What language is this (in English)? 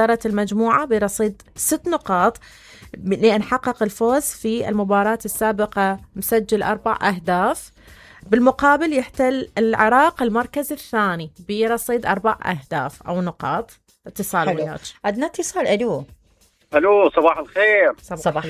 Mesopotamian Arabic